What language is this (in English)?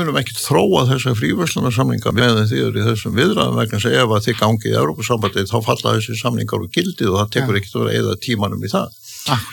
Icelandic